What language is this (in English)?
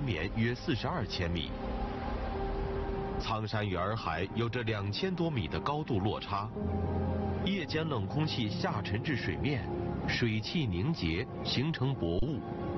Chinese